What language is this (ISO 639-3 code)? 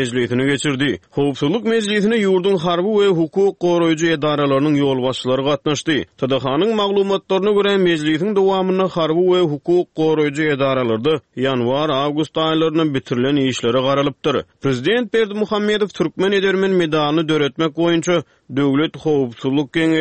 tuk